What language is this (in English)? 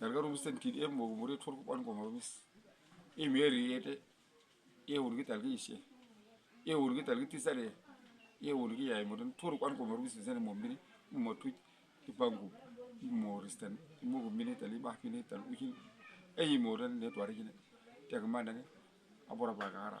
Uduk